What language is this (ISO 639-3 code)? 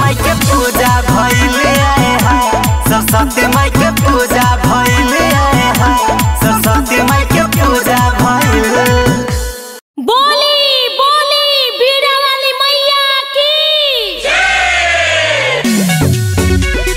bho